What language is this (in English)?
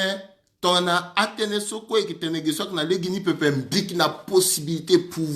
Sango